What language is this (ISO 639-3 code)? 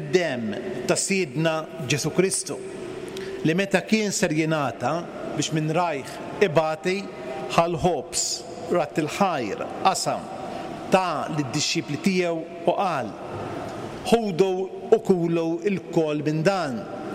mlt